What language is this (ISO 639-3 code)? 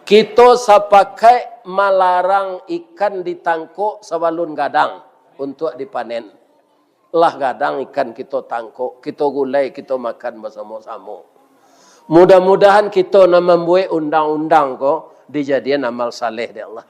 min